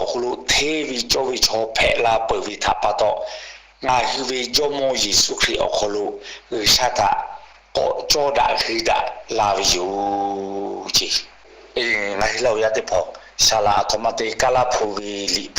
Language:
Lahu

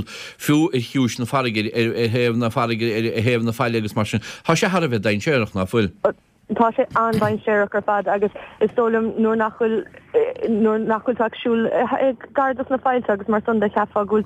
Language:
Irish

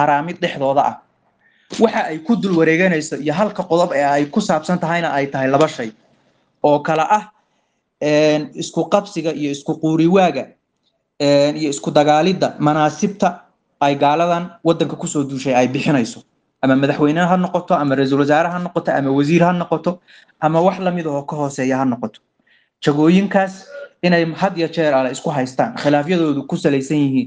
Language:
Somali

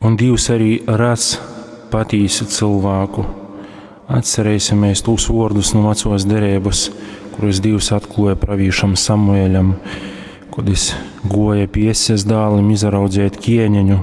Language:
Latgalian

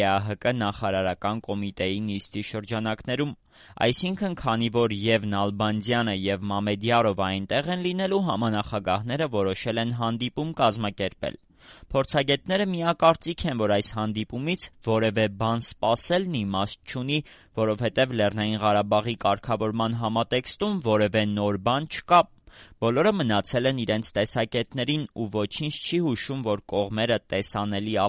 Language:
Armenian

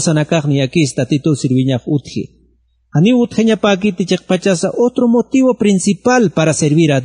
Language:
Aymara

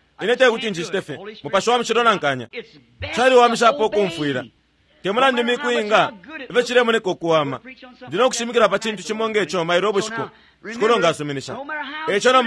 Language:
Bemba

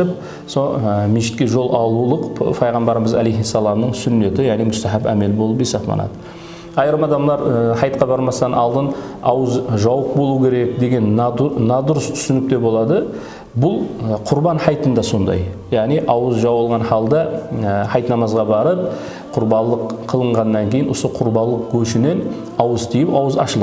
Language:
Kara-Kalpak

